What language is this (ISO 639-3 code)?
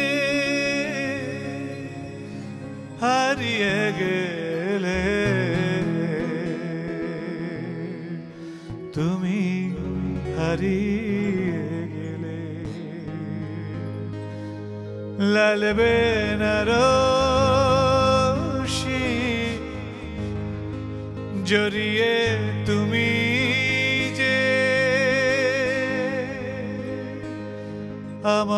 ben